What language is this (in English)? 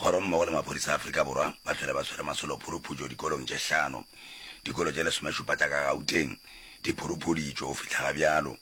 Northern Sotho